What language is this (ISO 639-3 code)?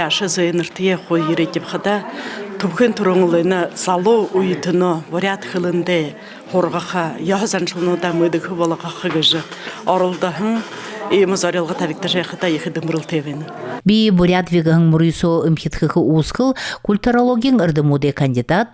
bua